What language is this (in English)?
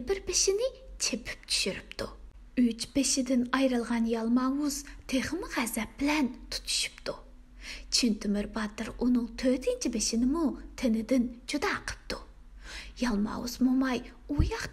Uyghur